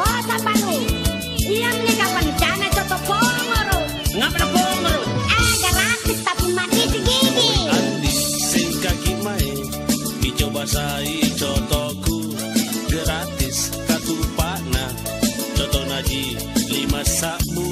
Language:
Makasar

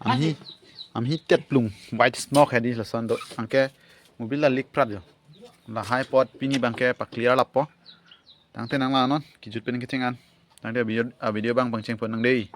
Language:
Karbi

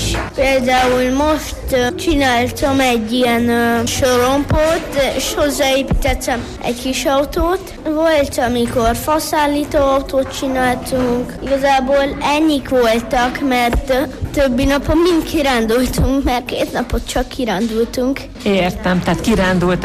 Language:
Hungarian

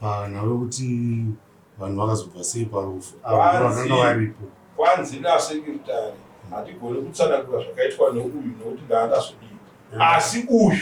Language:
Shona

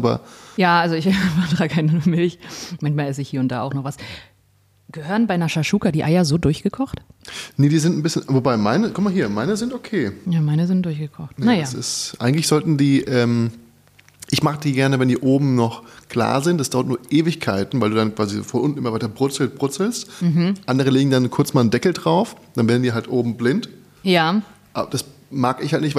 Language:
German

